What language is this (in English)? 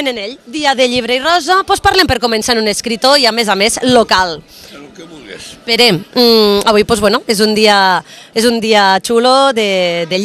Catalan